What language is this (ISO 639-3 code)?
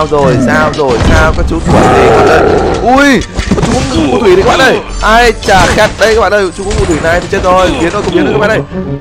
vie